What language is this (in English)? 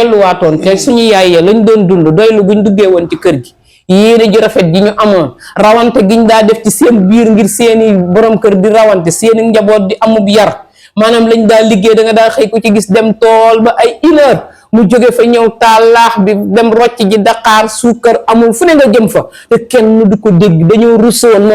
Wolof